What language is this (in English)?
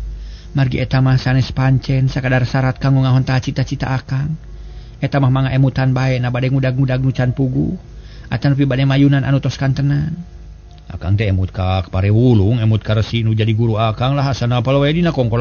Sundanese